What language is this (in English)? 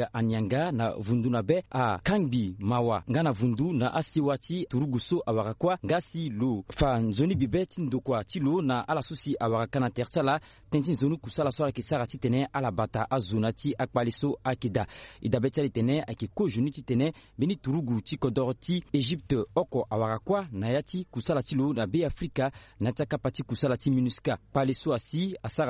Sango